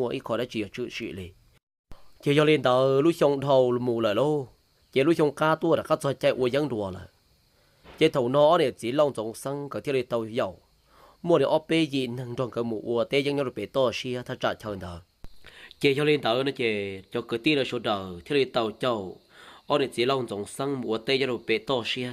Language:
Hmong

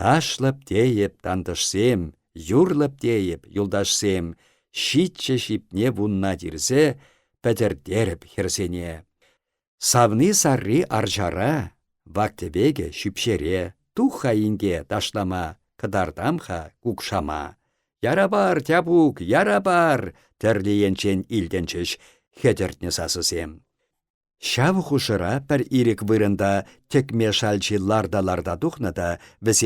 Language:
Chuvash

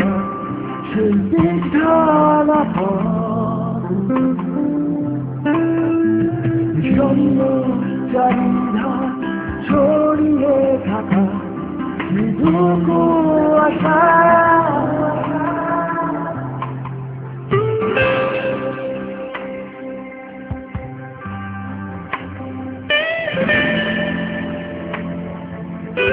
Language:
Bangla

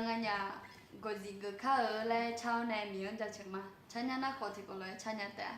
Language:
Akha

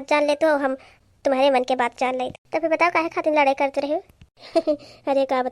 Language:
Awadhi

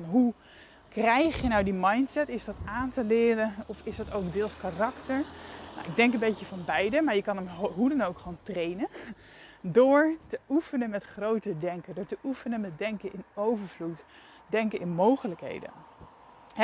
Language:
Dutch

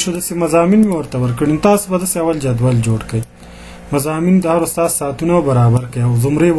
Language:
Pashto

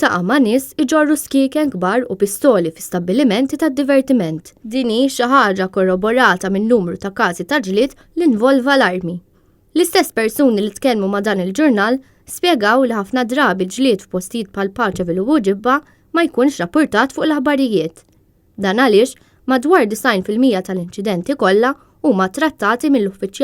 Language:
Maltese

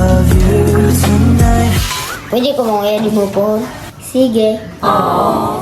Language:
Cebuano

